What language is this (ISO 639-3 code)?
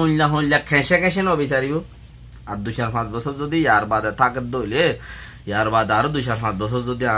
rhg